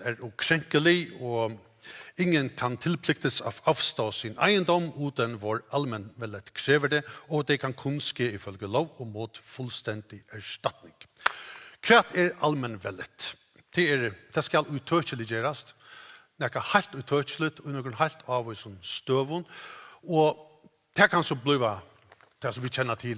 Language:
Faroese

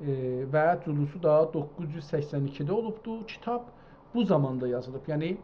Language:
South Azerbaijani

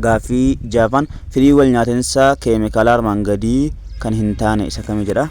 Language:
Oromo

